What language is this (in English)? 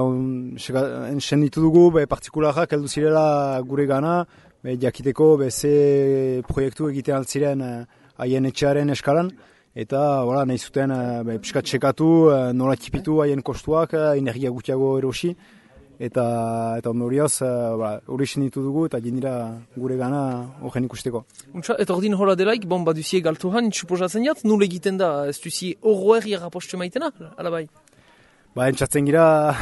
Basque